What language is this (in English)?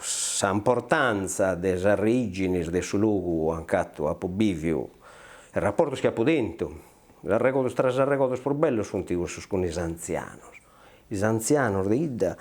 Sardinian